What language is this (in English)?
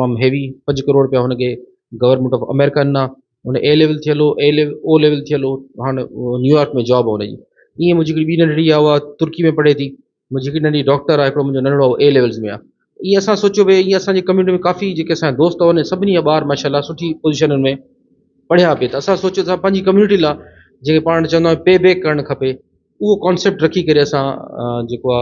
Sindhi